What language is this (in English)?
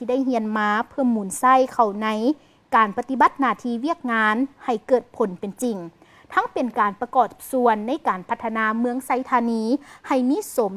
Lao